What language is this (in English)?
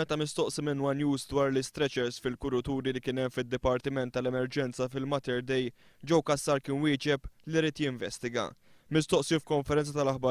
Maltese